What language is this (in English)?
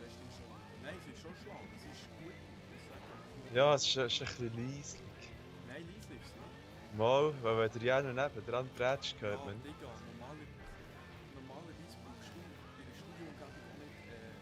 Swiss German